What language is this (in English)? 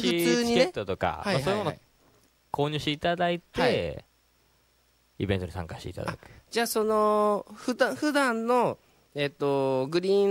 Japanese